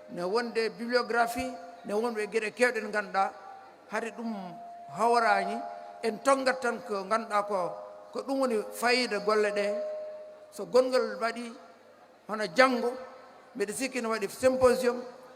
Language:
Fula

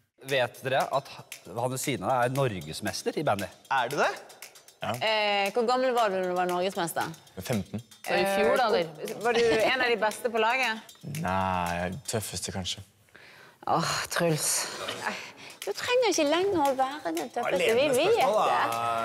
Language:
Norwegian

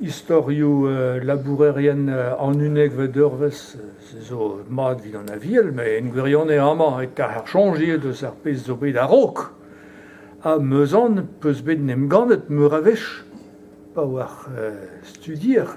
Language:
Breton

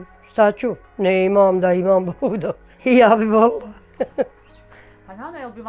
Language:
Bosnian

